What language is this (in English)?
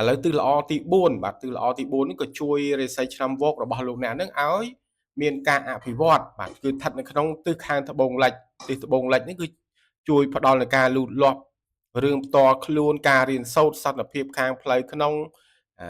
Khmer